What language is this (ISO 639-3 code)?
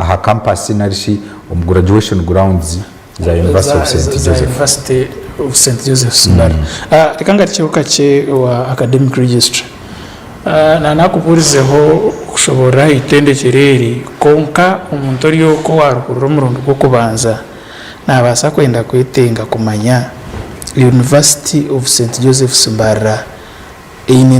nyn